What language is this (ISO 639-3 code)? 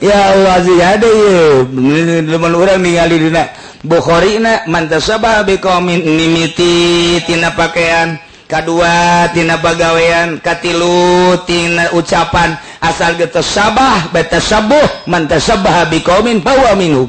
sun